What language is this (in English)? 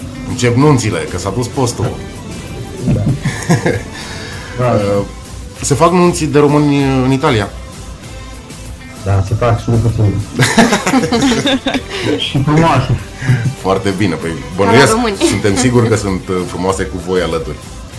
Romanian